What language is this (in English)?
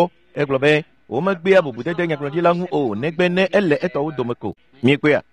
Ewe